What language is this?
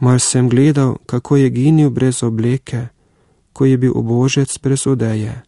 Slovenian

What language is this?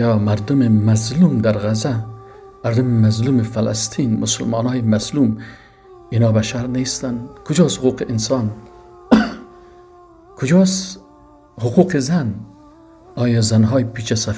Persian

